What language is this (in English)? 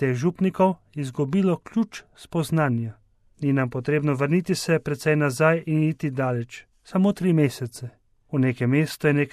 Slovenian